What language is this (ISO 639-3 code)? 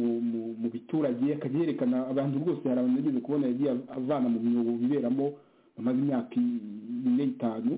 kin